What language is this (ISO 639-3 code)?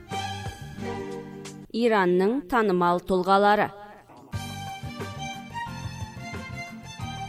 kaz